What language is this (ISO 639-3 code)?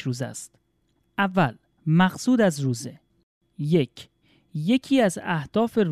fas